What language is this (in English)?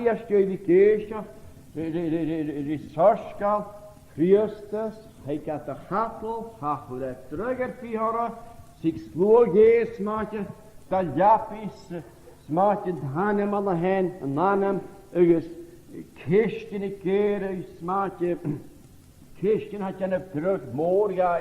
Scottish Gaelic